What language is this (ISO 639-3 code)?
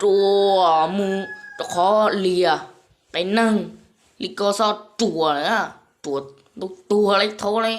hmn